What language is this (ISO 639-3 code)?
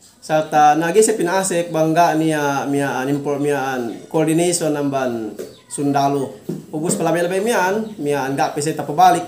yka